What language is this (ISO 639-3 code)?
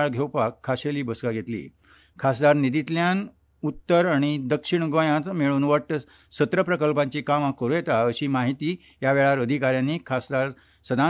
kok